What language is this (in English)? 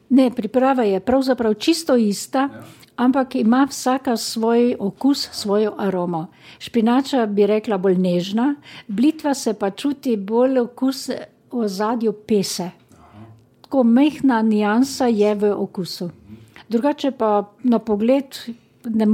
Slovenian